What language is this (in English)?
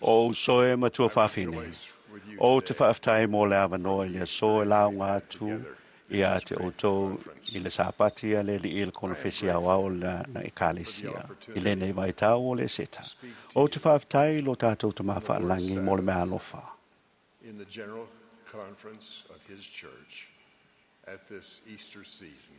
Samoan